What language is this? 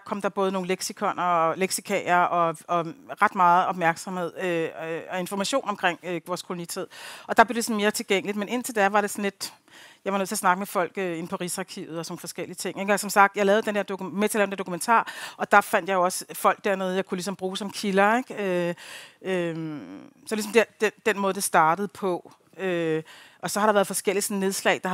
Danish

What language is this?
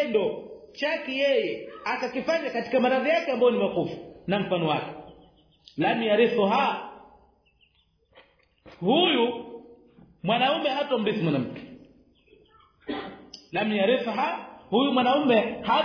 Swahili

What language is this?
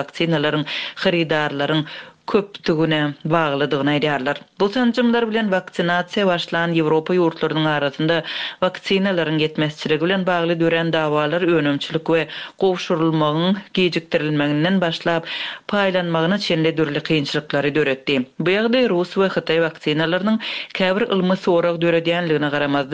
Turkmen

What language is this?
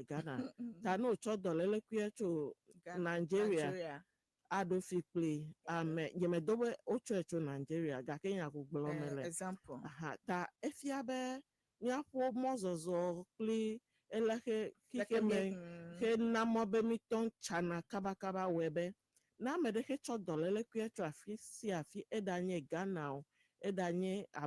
Ewe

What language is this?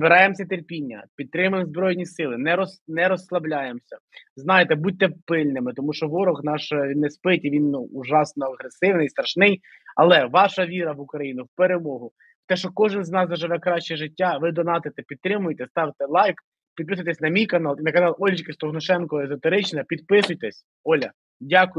Ukrainian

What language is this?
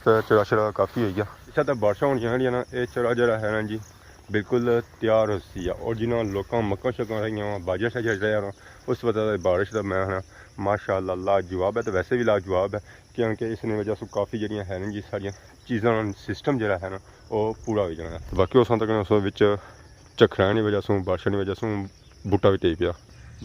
Pahari-Potwari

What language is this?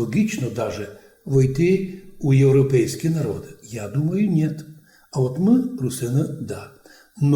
Rusyn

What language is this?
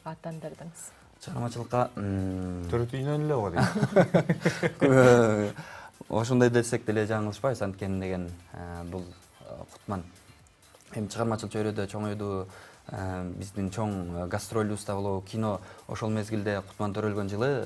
Kyrgyz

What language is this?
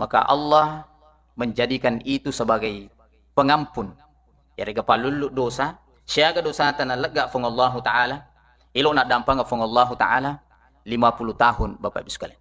Buginese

